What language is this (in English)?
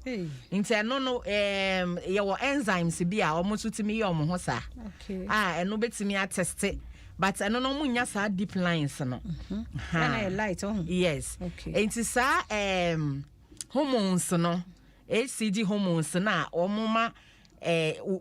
Akan